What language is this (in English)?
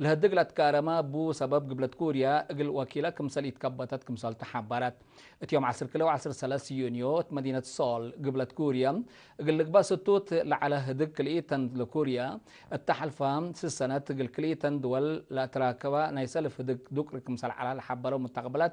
Tigre